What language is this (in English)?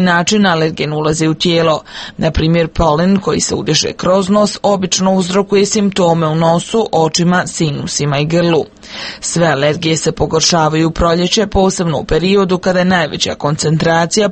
Croatian